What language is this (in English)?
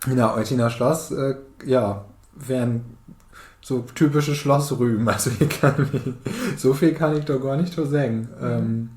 Low German